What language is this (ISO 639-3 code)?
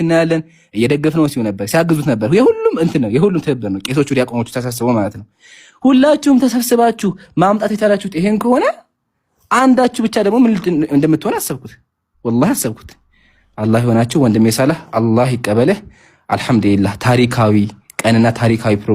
amh